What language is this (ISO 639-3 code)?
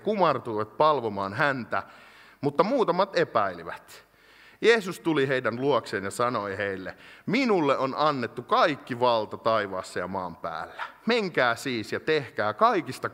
fin